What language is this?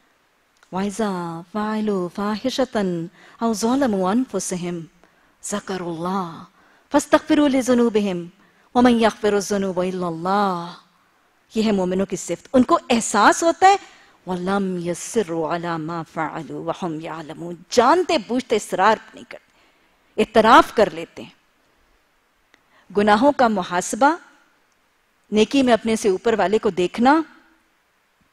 Urdu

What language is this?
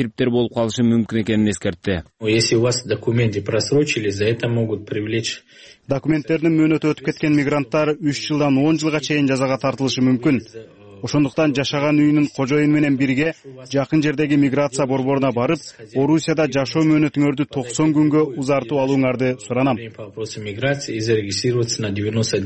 Kyrgyz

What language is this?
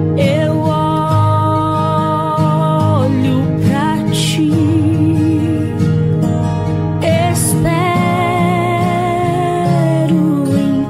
Portuguese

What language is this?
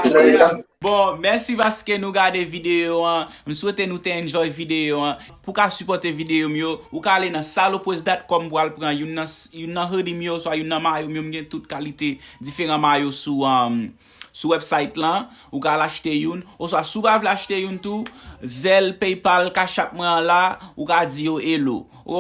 Haitian Creole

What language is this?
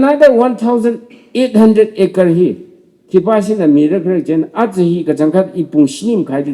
Tangkhul Naga (India)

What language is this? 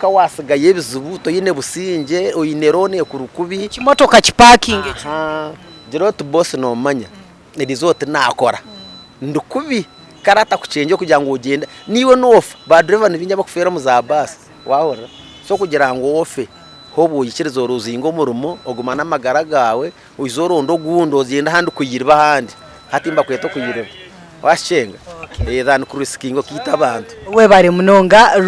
Nyankole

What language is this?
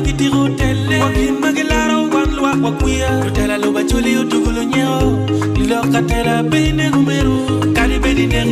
Acoli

